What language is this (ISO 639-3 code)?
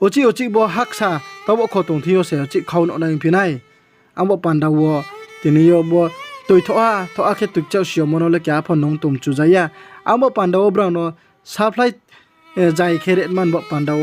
ria